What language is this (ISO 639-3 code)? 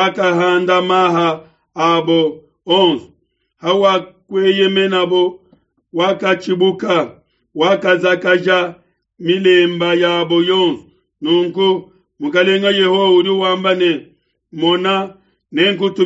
lua